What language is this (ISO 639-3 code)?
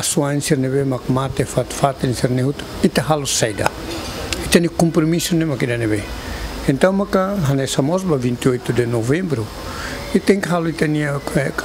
tet